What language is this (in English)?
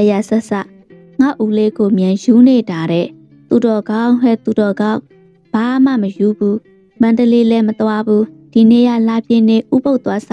Burmese